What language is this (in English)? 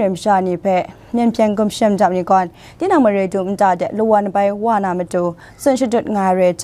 Kachin